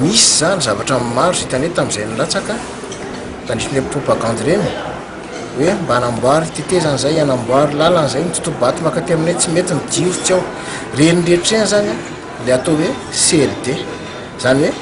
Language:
Malagasy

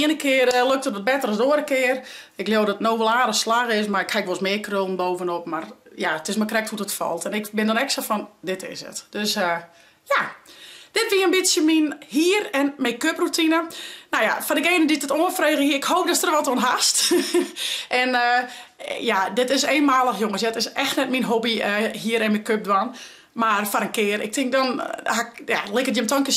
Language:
Western Frisian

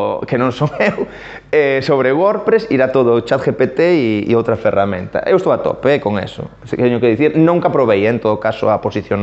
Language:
Galician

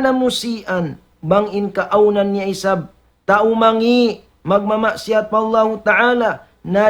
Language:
Tausug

